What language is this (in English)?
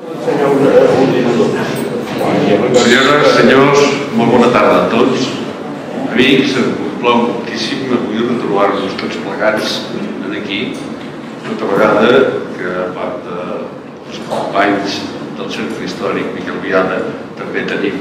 Catalan